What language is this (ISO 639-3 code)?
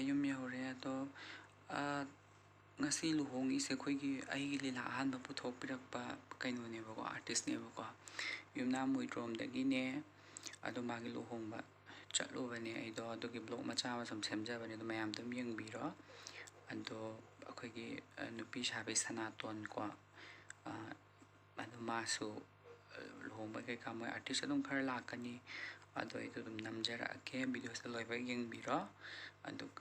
mni